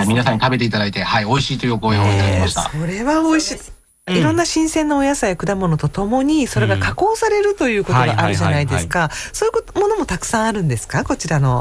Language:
Japanese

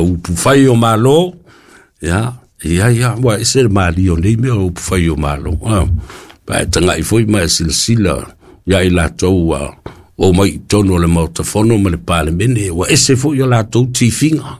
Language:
Samoan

